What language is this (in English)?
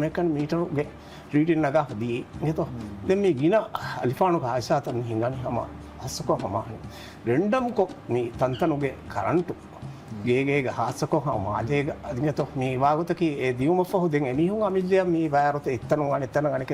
Divehi